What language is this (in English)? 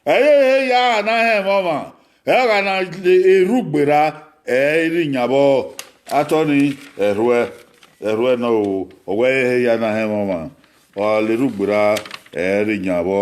Bini